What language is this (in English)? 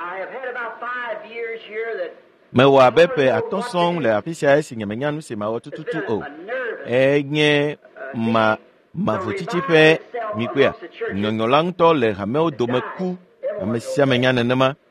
Ewe